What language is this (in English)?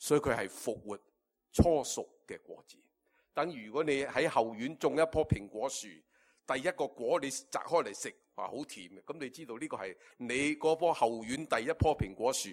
Cantonese